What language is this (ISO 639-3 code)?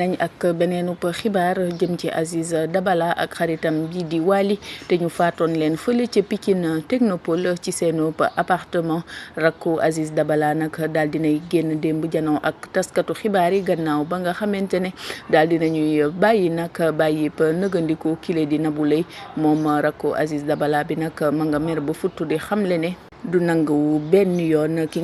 wol